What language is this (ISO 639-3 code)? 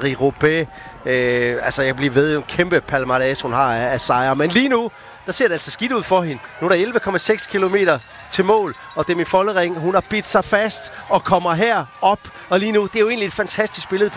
dan